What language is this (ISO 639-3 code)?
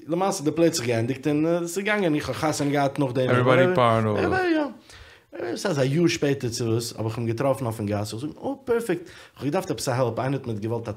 yid